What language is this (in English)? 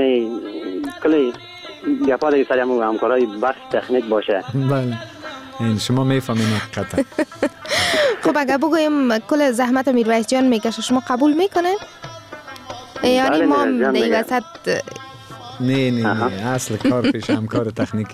Persian